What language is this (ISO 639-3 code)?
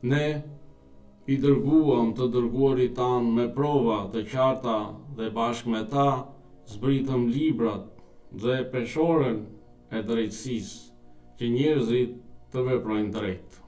sqi